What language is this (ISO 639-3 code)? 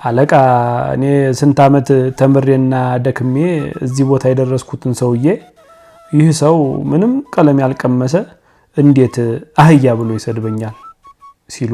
amh